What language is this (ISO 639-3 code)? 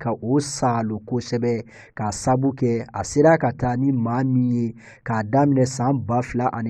bam